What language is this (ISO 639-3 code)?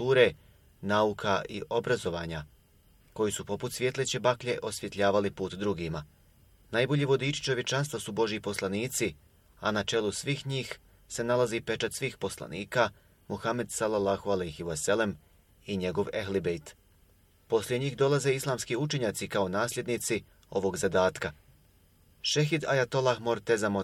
bos